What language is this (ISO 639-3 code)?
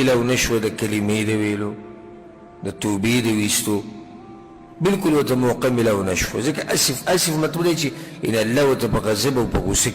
pus